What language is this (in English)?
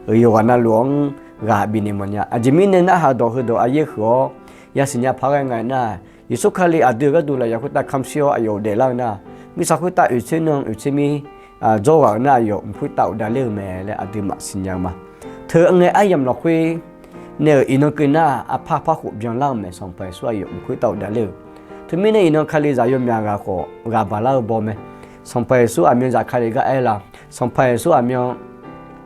Akha